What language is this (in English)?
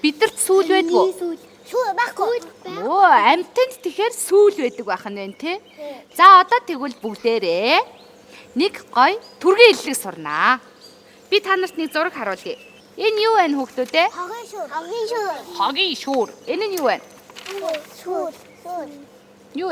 Mongolian